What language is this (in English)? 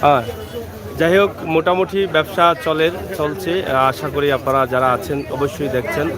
Sylheti